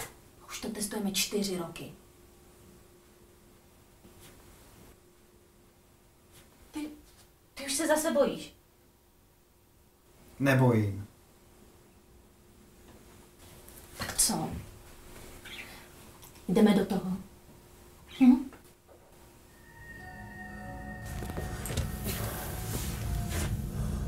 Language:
Czech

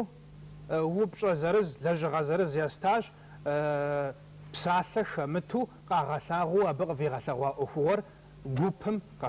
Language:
Kabardian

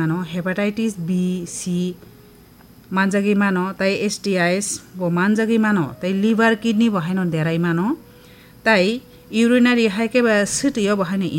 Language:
Kok Borok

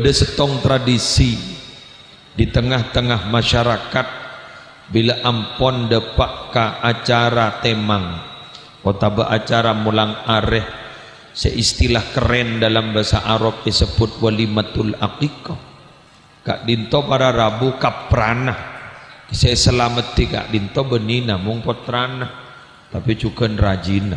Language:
Madurese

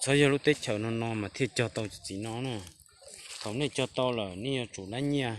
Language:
Hmong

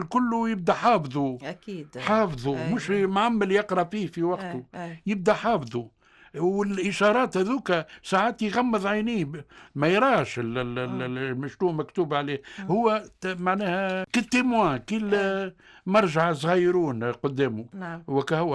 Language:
Tunisian Arabic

